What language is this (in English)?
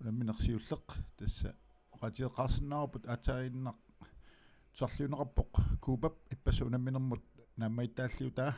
Kalaallisut